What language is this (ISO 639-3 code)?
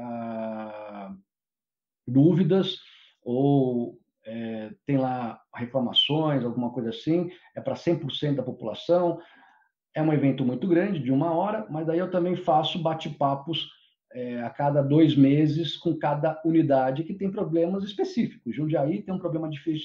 por